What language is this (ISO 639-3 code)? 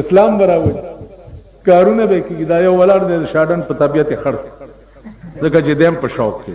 pus